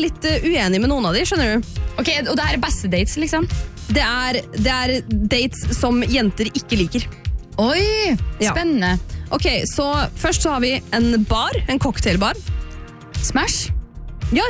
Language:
Norwegian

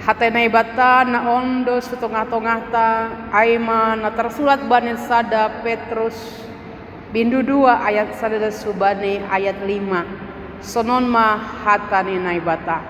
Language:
Batak Simalungun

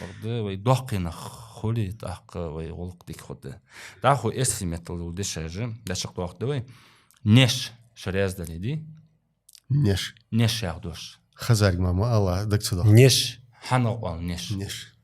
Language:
Ingush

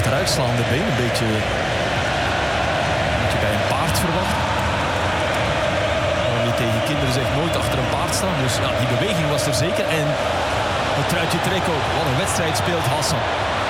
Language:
Dutch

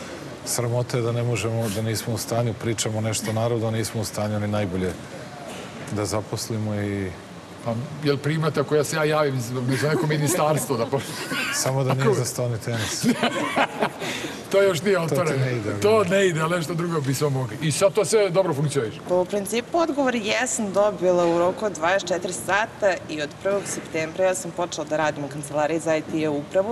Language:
Serbian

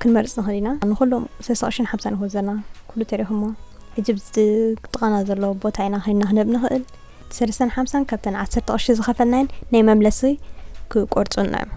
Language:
Tigrinya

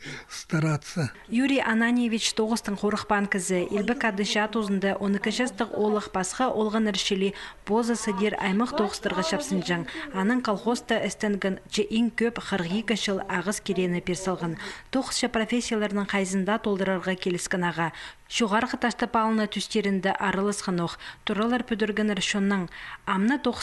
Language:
Khakas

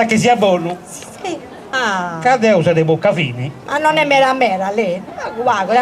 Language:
Sardinian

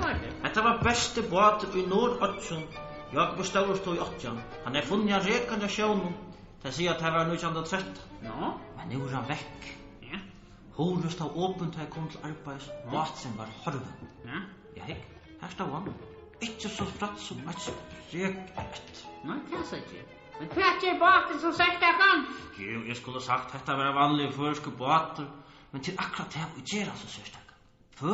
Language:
Faroese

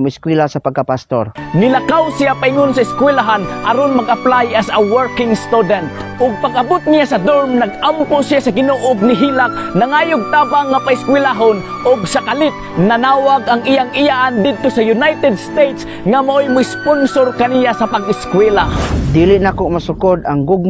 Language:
Cebuano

